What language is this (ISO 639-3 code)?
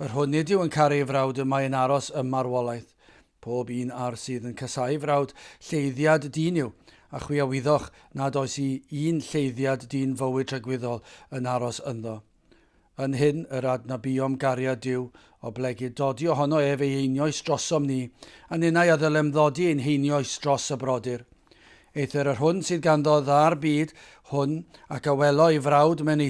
cym